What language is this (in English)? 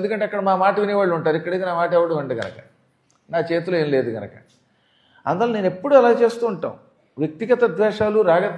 Telugu